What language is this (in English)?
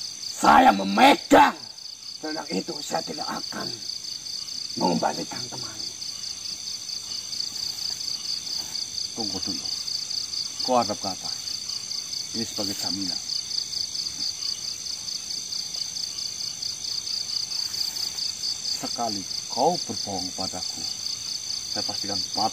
Indonesian